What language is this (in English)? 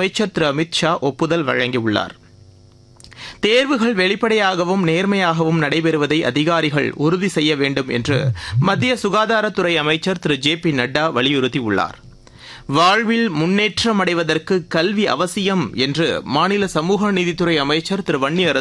Tamil